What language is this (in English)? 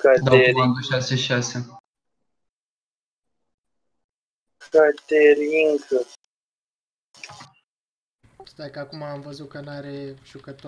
Romanian